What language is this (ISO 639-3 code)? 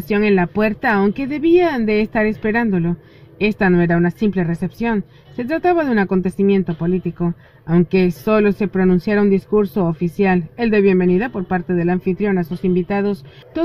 spa